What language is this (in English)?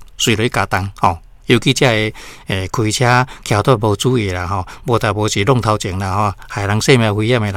Min Nan Chinese